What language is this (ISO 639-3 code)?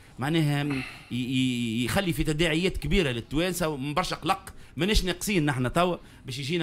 aeb